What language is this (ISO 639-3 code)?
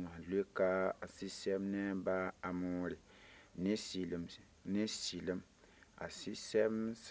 mos